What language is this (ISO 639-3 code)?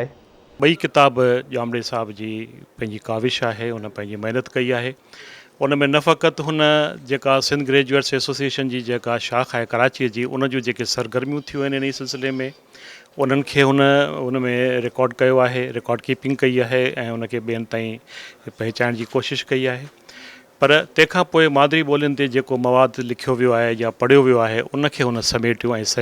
snd